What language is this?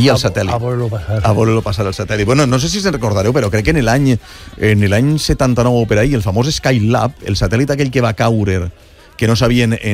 Catalan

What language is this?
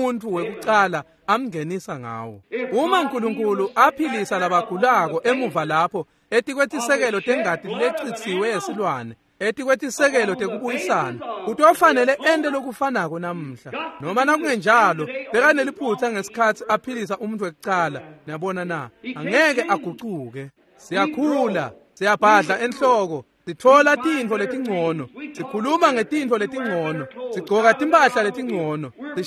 Swati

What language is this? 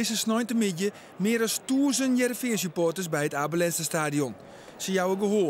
Western Frisian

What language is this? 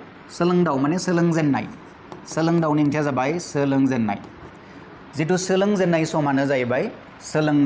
Bodo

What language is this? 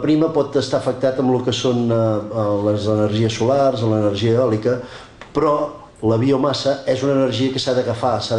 Catalan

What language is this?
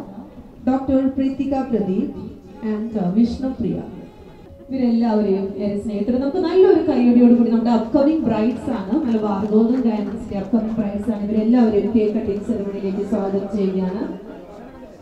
Malayalam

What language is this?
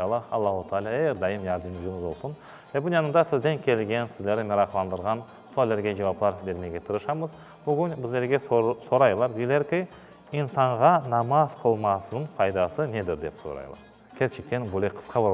Crimean Tatar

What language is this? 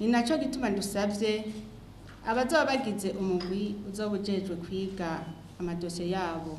Rundi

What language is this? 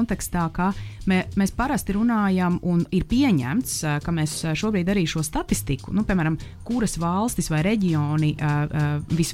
Latvian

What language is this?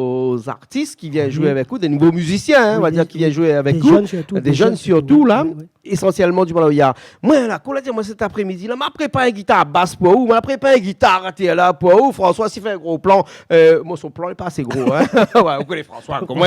Réunion Creole French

